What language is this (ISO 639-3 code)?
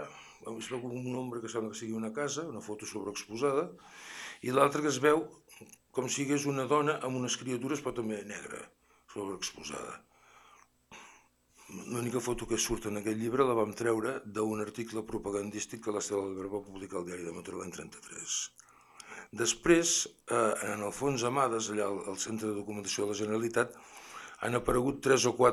cat